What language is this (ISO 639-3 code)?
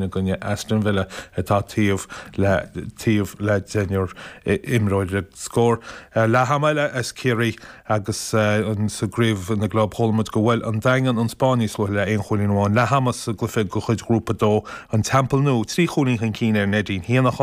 gle